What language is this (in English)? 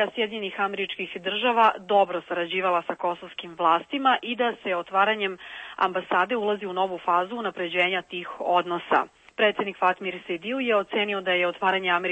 Serbian